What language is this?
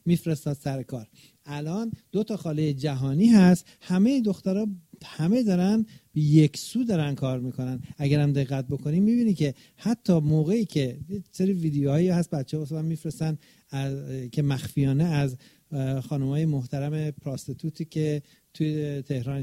Persian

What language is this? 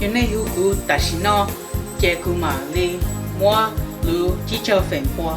Hmong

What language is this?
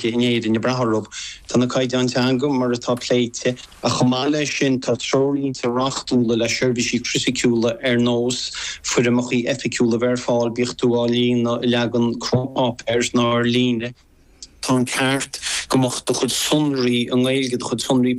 Irish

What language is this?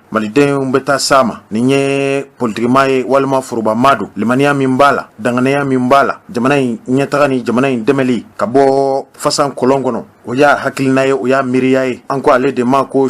Bambara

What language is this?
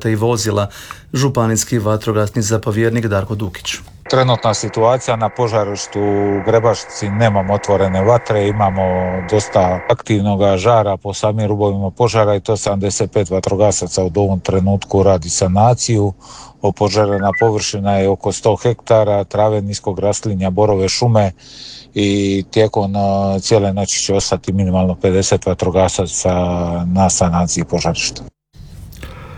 Croatian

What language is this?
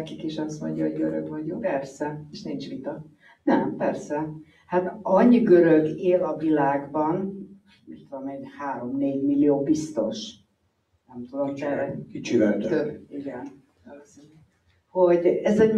Hungarian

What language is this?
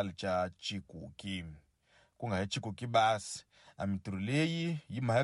Tsonga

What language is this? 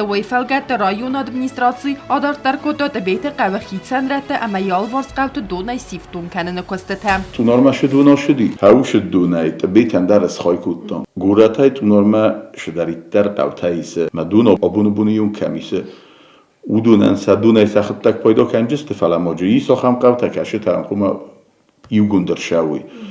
Ossetic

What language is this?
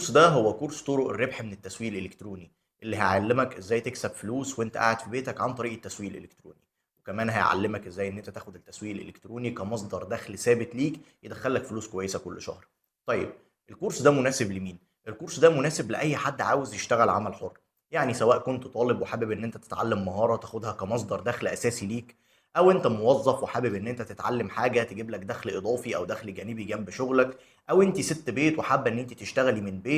Egyptian Arabic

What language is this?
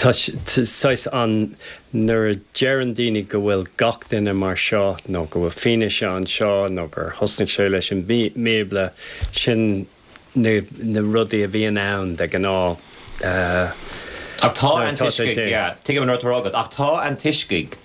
Irish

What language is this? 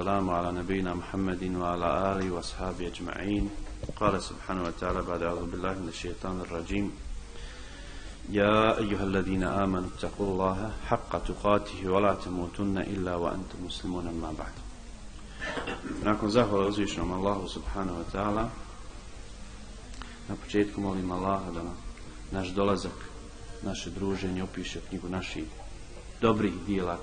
Bosnian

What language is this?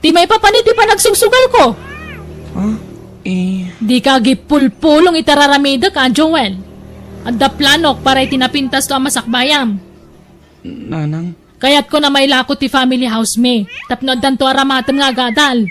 Iloko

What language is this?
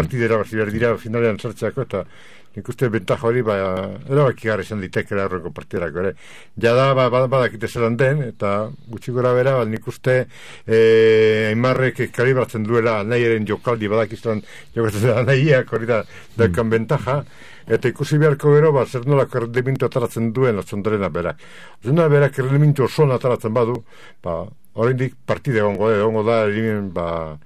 Basque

